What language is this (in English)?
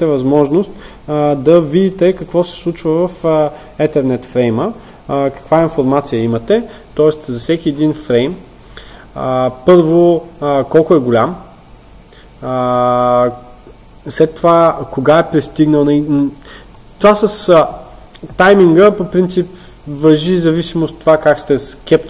Bulgarian